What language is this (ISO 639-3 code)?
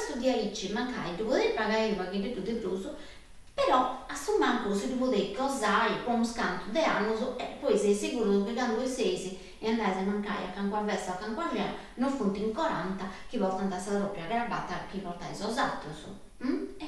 srd